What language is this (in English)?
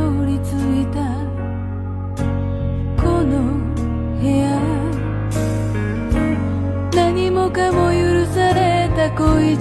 Japanese